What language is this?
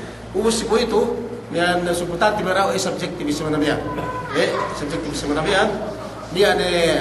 Yakan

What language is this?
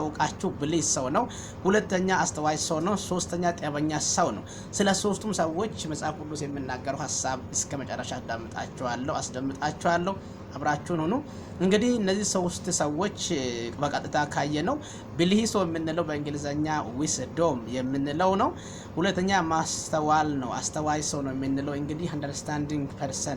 Amharic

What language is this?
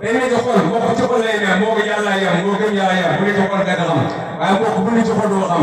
Wolof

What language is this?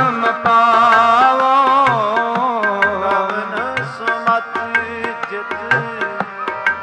Punjabi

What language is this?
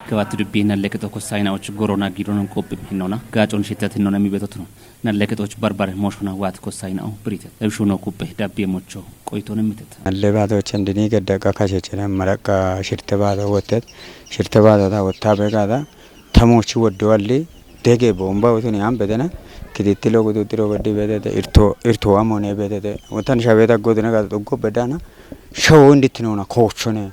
Kafa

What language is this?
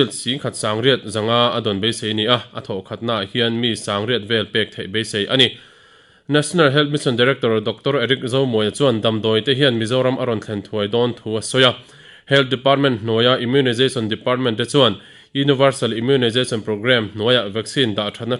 Mizo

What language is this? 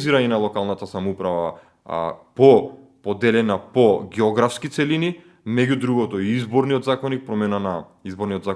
Macedonian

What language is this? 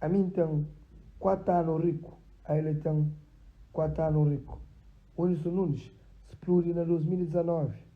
Kabuverdianu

